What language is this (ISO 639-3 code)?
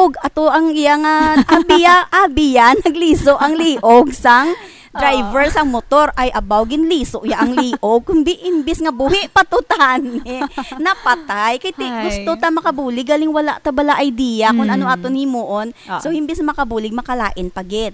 hil